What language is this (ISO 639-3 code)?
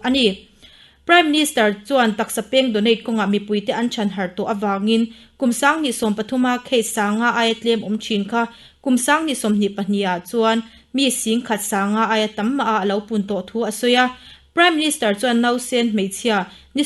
lus